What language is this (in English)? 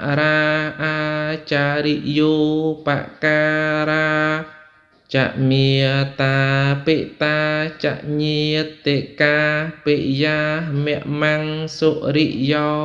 Khmer